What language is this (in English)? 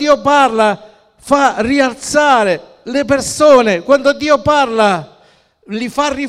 Italian